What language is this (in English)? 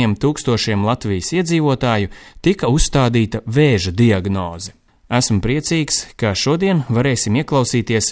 Latvian